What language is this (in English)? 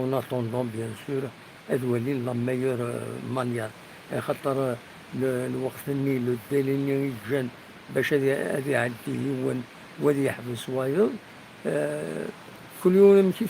Kabyle